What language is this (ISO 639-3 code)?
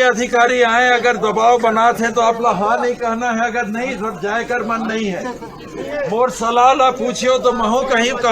hne